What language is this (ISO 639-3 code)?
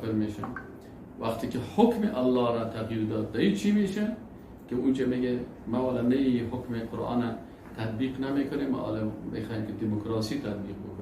fas